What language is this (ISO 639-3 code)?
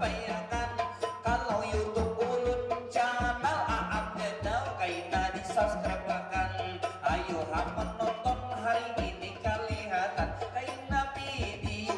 bjn